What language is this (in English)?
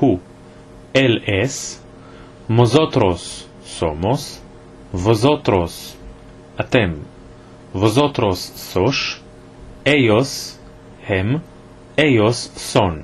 Ladino